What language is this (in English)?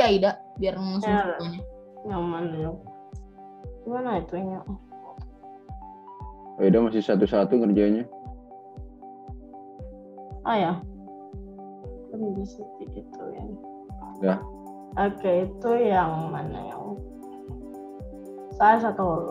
Indonesian